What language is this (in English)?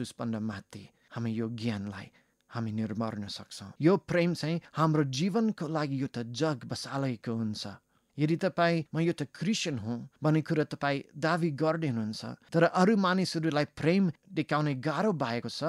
Nepali